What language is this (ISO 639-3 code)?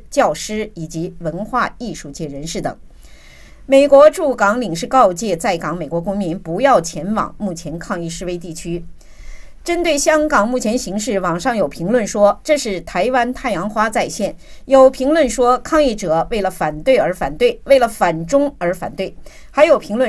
zho